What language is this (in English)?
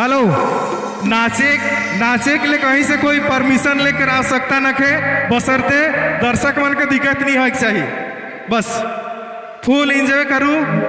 Sadri